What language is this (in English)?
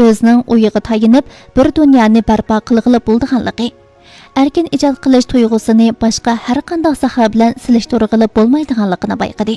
Uyghur